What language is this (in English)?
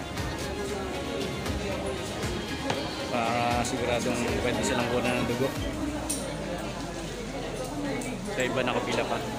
Filipino